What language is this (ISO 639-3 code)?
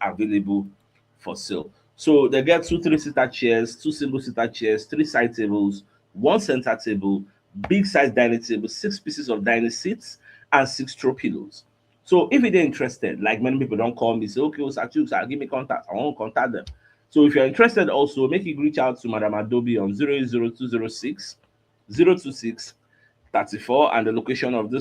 pcm